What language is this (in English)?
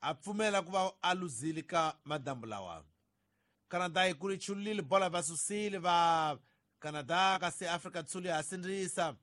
Tsonga